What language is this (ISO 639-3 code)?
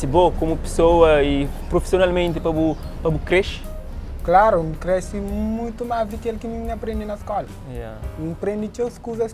kea